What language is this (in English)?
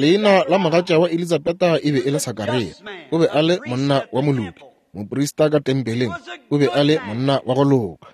Northern Sotho